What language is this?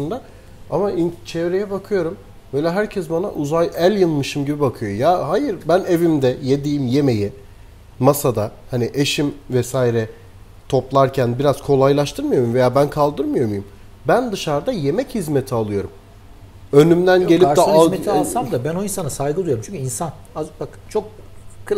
Turkish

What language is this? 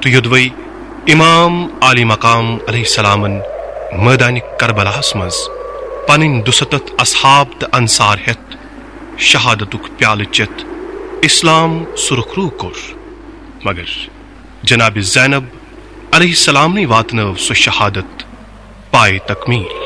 Kashmiri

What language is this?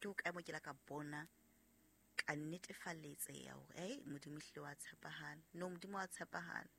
Southern Sotho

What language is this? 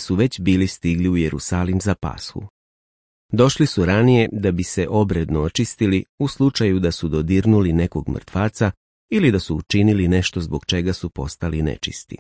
Serbian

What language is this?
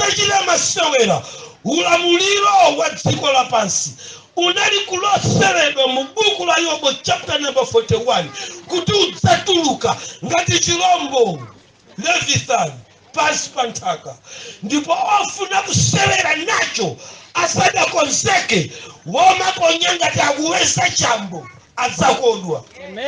Nyanja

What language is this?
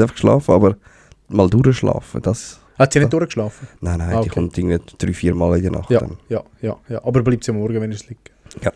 Swiss German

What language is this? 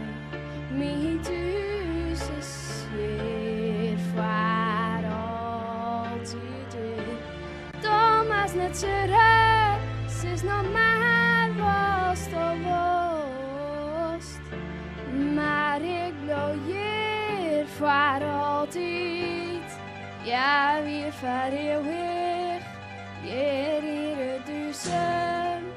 Western Frisian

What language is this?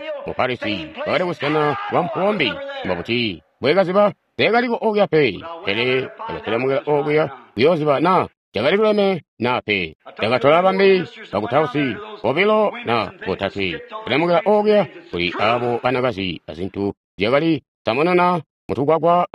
Tonga (Zambia)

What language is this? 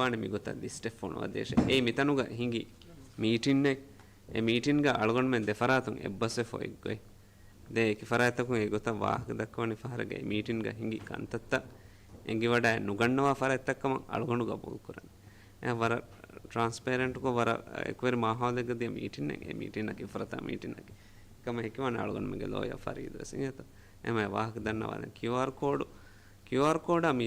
Divehi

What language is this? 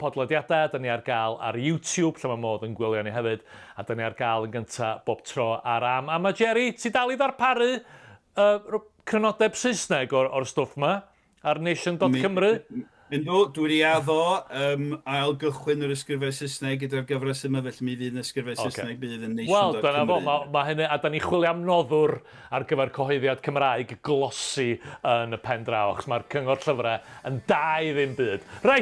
Welsh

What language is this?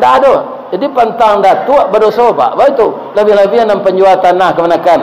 Minangkabau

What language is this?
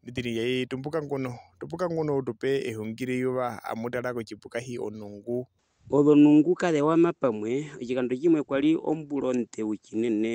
Herero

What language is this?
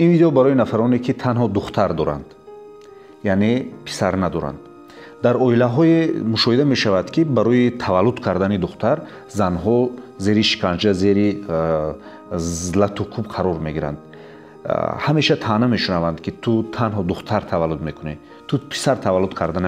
Tajik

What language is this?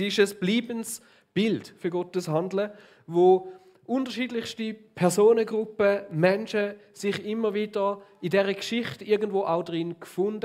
Swiss German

